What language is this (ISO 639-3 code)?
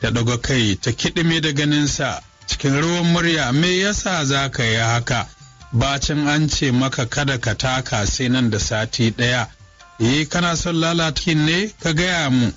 hau